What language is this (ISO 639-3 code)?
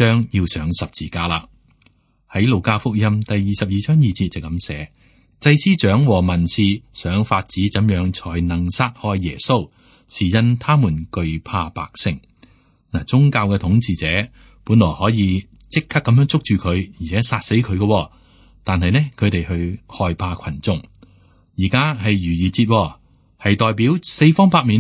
yue